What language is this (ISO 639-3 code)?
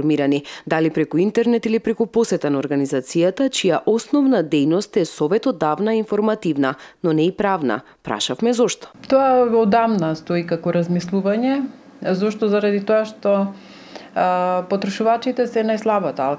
mkd